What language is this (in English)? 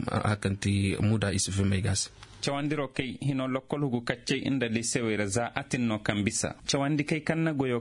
Koyraboro Senni